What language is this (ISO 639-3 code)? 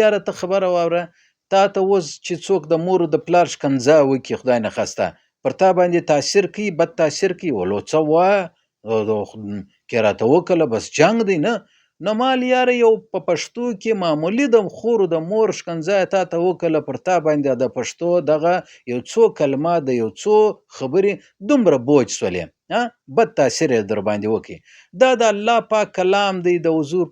pus